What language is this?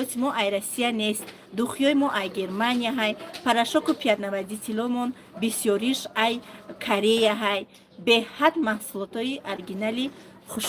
Tajik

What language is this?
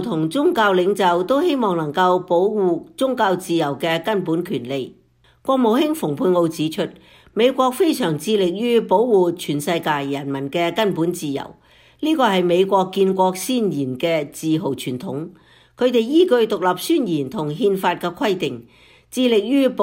Cantonese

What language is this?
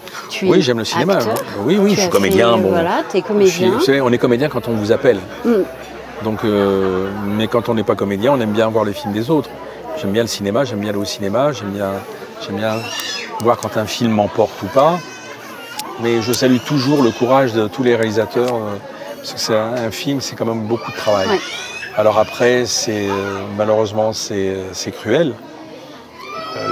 French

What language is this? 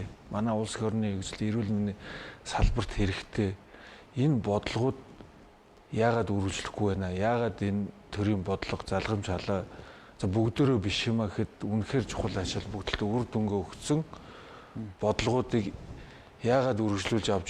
Mongolian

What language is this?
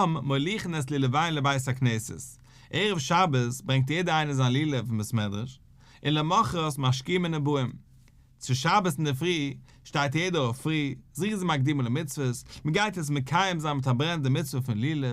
Yiddish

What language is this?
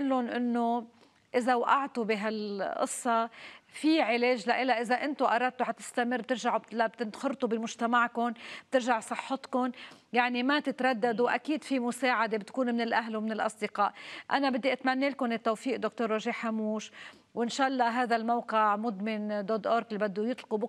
North Levantine Arabic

